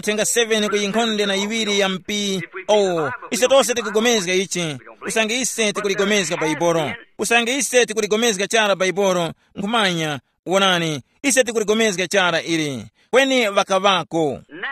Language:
Tumbuka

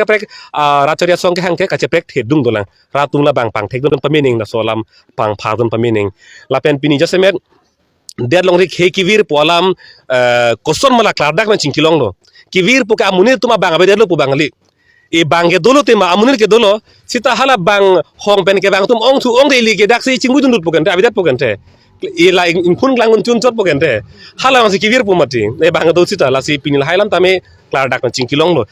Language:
Karbi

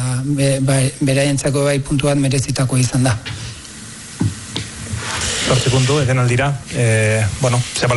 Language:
Basque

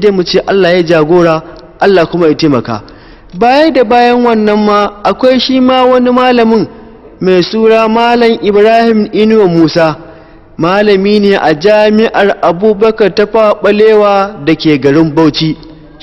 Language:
Hausa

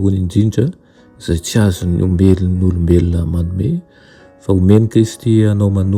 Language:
Malagasy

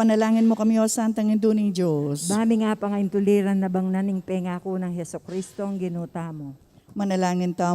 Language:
Pampanga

